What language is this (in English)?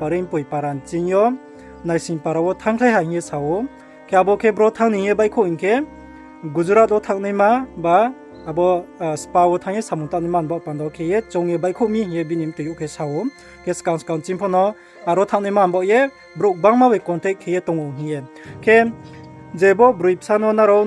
Riang (India)